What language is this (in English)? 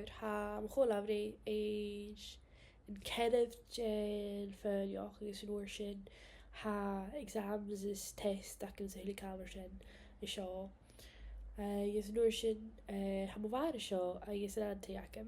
Scottish Gaelic